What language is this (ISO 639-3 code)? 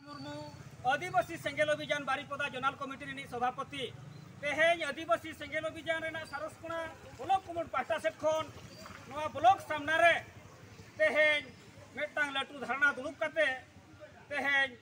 sat